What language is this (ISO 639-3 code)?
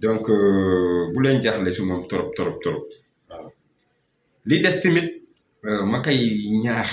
wol